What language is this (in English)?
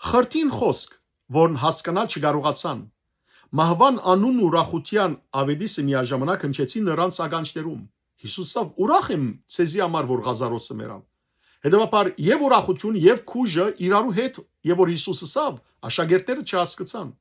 Western Armenian